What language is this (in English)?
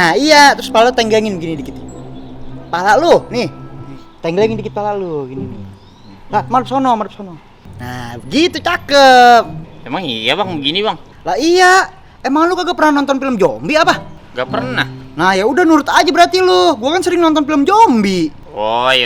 Betawi